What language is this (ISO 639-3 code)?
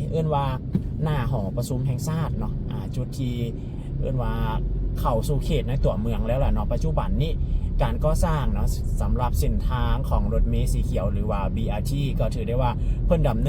lao